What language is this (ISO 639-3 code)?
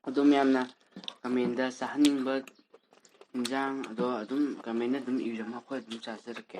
mni